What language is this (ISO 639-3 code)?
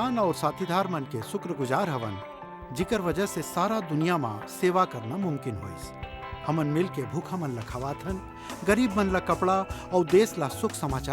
hne